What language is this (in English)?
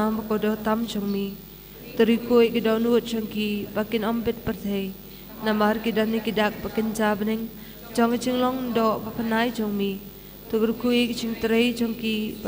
Khasi